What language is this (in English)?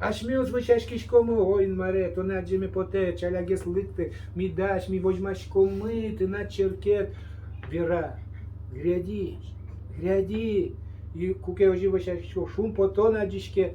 Udmurt